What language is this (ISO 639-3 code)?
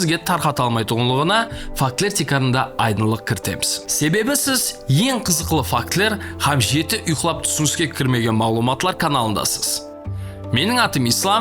kaa